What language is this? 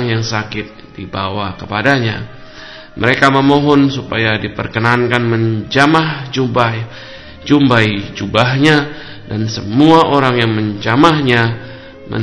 Indonesian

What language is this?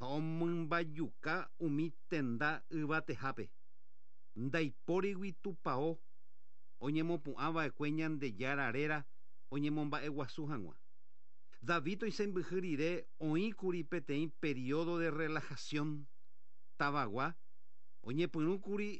Guarani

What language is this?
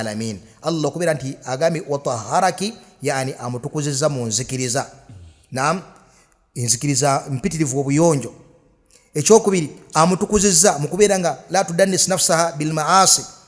Ganda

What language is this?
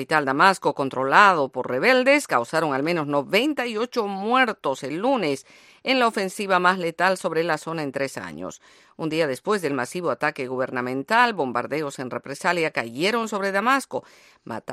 Spanish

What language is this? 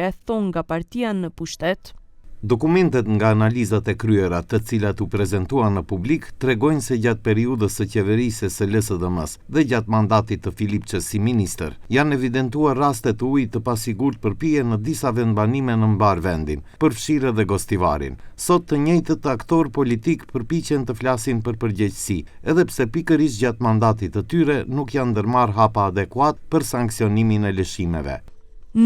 Albanian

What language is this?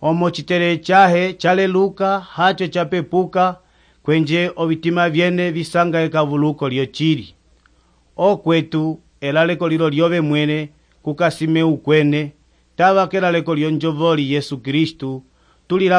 Umbundu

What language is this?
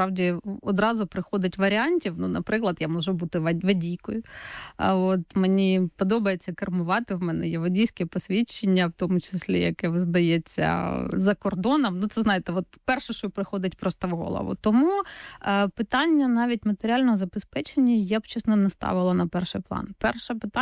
Ukrainian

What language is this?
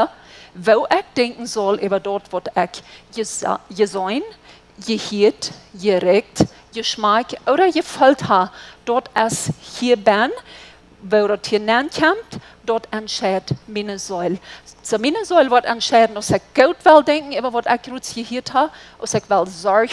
Plautdietsch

